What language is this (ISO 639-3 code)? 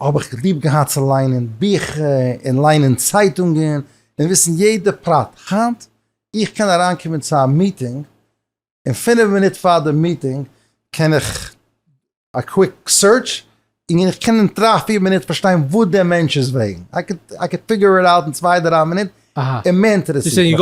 yid